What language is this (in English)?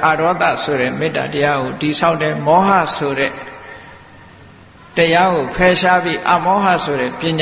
Burmese